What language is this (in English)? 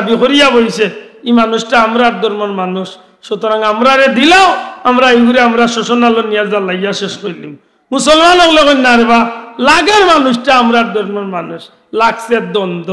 Sylheti